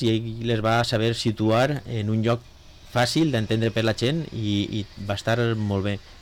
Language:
Catalan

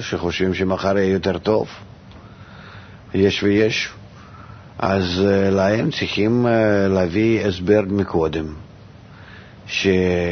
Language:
Hebrew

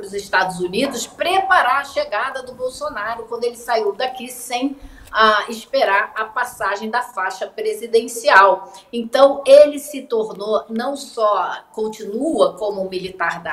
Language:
Portuguese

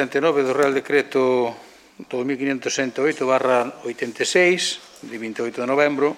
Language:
Galician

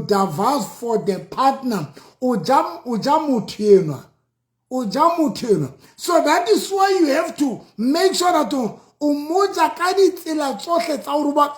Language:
Southern Sotho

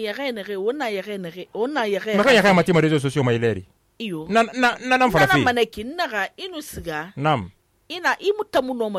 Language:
Susu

